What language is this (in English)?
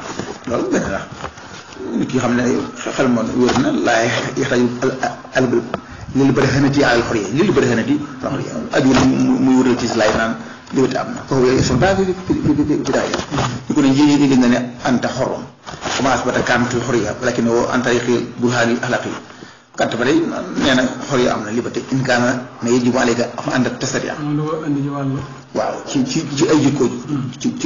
Wolof